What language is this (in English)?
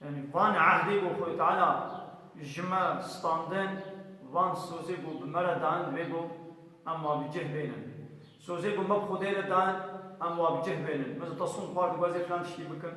Kurdish